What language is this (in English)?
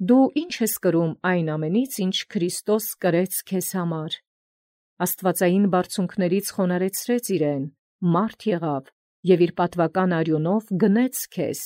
Armenian